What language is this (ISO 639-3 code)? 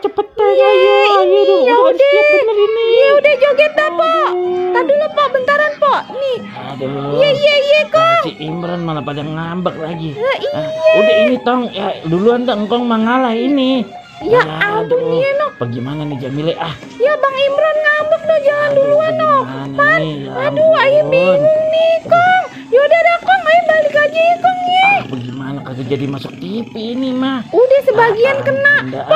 bew